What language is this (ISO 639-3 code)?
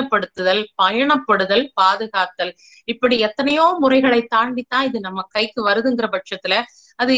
tam